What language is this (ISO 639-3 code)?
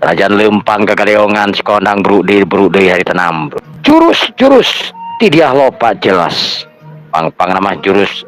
sun